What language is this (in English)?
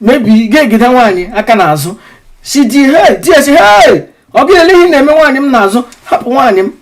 Igbo